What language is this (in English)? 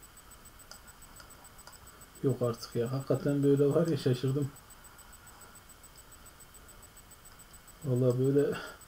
Turkish